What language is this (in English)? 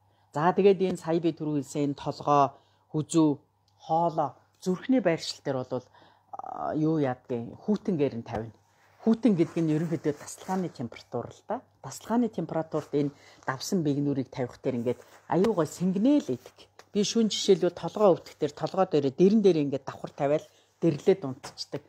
Mongolian